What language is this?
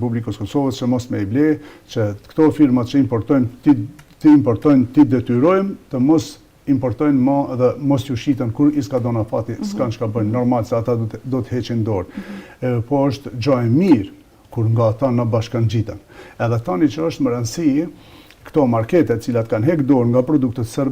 Albanian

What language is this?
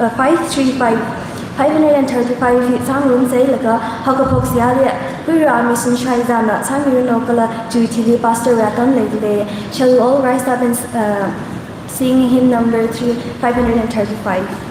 Tangkhul Naga (India)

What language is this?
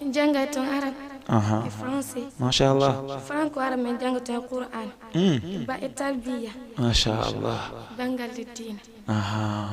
Fula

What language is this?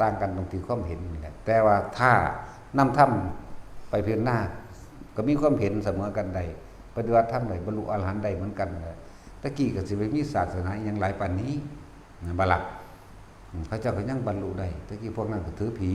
Northeastern Thai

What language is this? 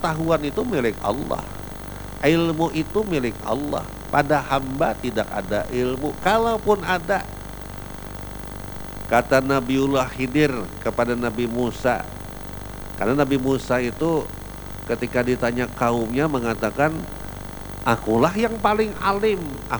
Indonesian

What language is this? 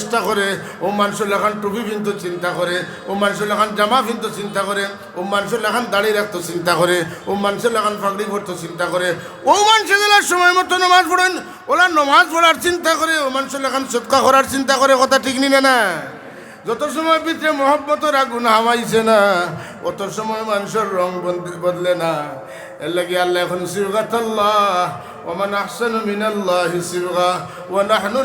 Sylheti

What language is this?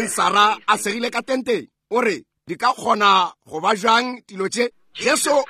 Northern Sotho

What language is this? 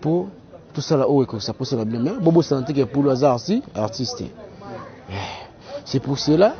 Lingala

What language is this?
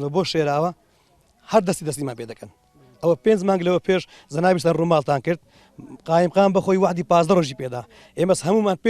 Central Kurdish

